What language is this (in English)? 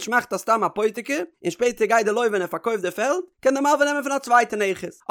Yiddish